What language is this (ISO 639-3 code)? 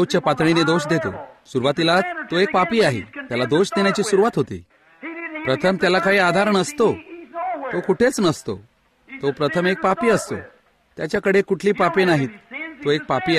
mar